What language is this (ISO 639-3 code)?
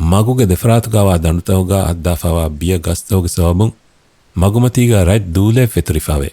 div